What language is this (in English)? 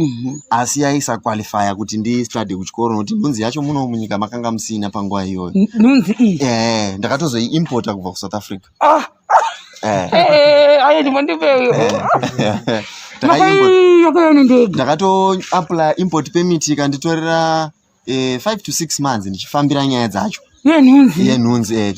Shona